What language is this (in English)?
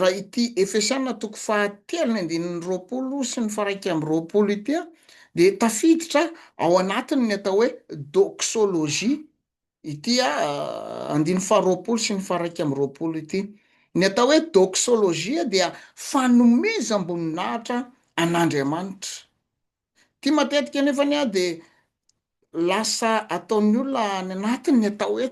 Malagasy